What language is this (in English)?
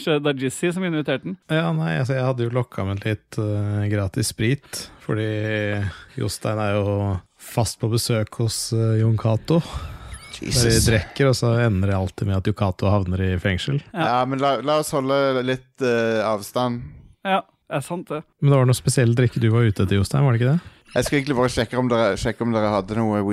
Norwegian